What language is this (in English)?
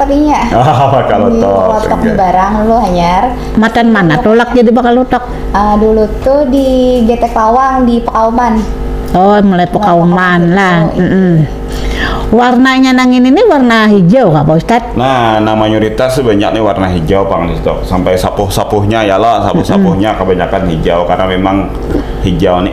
Banjar